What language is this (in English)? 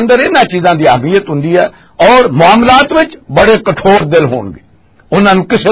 Western Panjabi